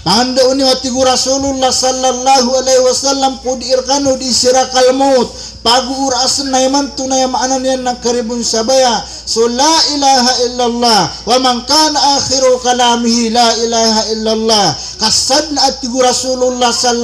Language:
Maranao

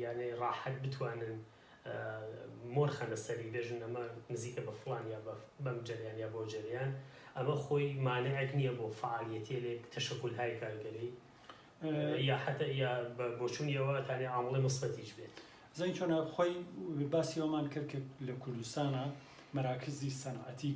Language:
Central Kurdish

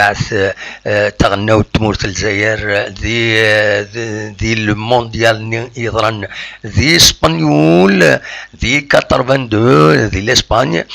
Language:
Kabyle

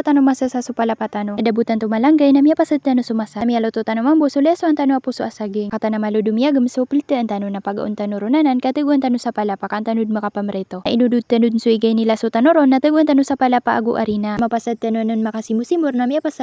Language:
Maranao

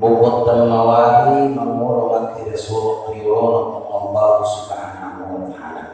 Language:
Buginese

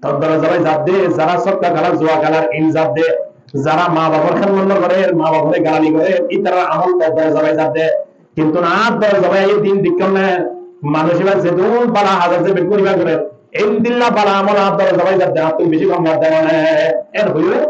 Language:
Rohingya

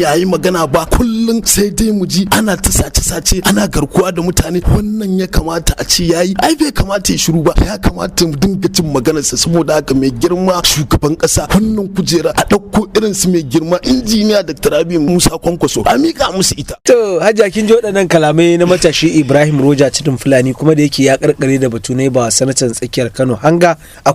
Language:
Hausa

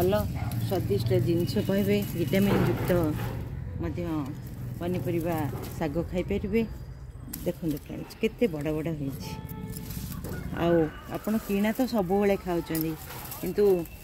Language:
Odia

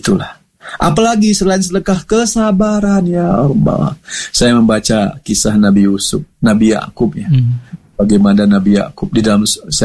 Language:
Indonesian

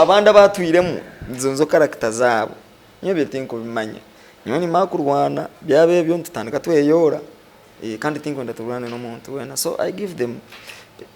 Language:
Nyankole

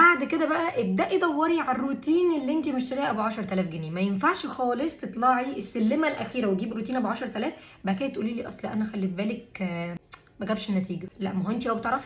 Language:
Egyptian Arabic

